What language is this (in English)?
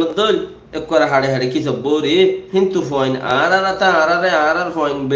Rohingya